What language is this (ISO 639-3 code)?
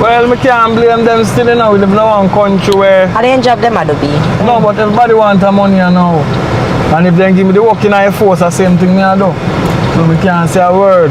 jam